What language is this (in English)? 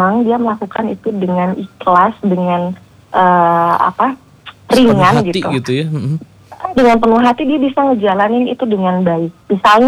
Indonesian